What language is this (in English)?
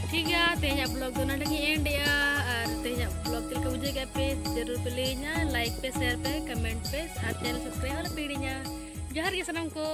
Santali